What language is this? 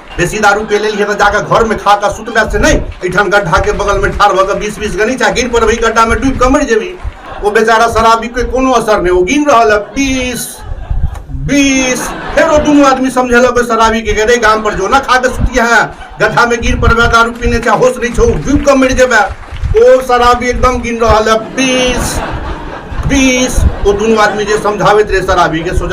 Maithili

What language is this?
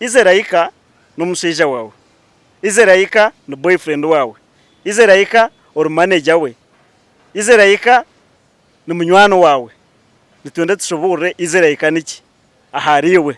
Nyankole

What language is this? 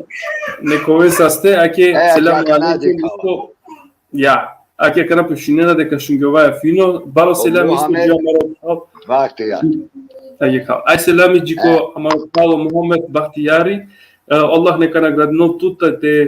Balkan Romani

